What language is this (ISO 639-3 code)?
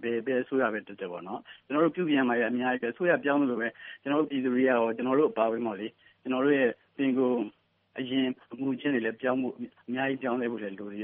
mya